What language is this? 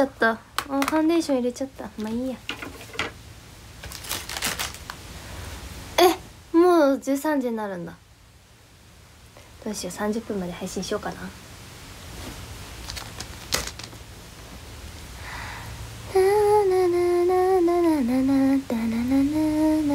Japanese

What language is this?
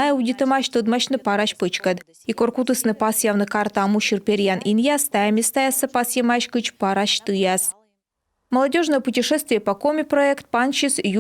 Komi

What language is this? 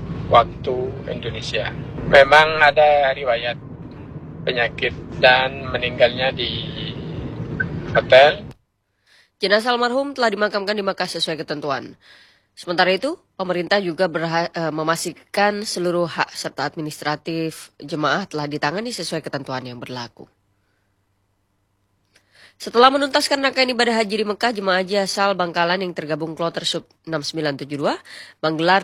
Indonesian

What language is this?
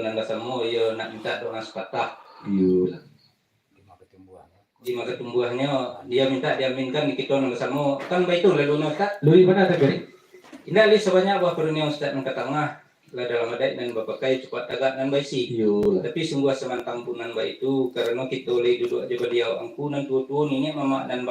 Minangkabau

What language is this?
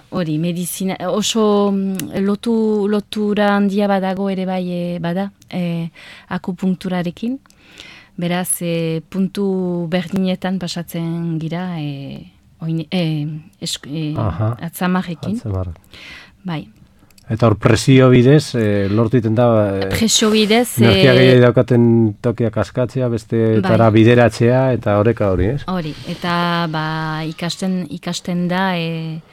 Basque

